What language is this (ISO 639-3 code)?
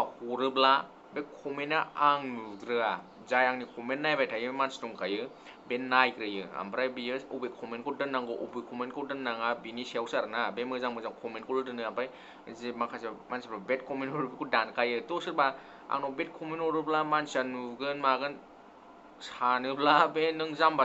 brx